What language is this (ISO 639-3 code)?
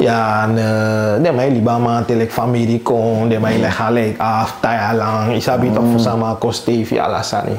srn